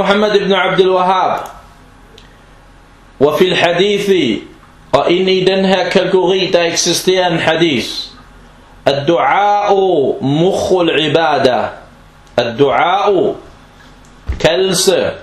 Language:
Danish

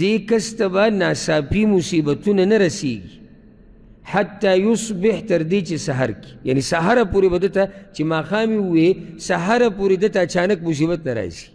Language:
Pashto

